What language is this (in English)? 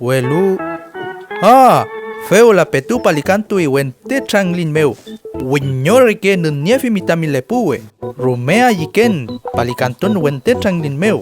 Mapuche